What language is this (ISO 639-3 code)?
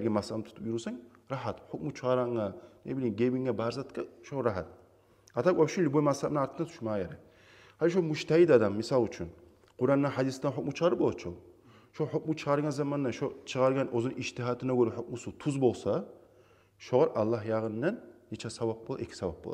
kum